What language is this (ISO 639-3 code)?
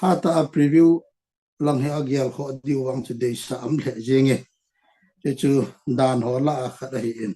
tcz